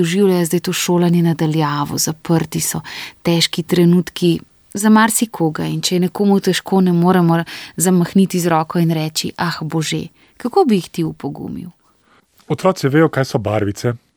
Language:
Slovenian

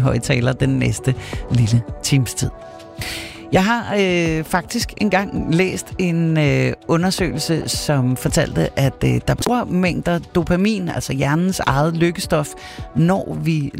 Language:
Danish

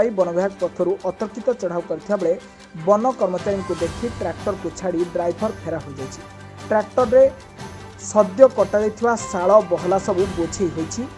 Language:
Odia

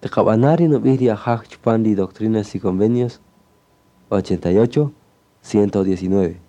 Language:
Kaqchikel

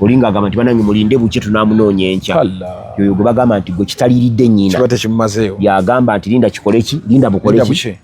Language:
Ganda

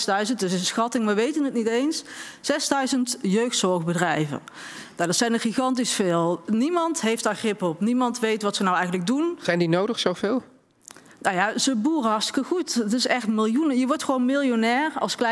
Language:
Dutch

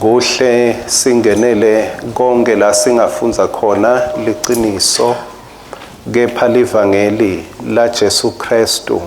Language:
Swati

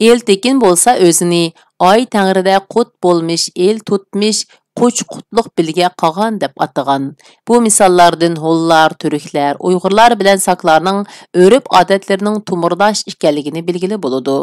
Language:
Uyghur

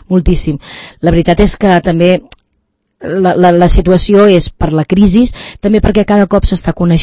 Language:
Catalan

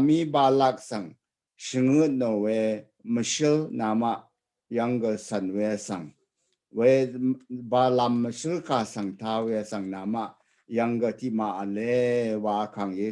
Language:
Rawang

